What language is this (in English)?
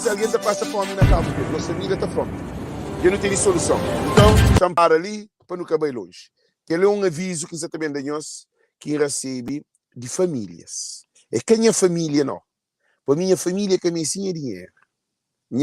Kabuverdianu